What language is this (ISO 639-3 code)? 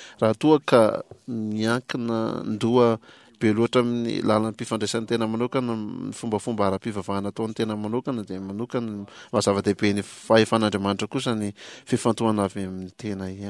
mlg